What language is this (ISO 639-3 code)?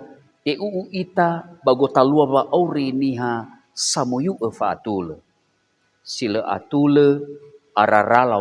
nia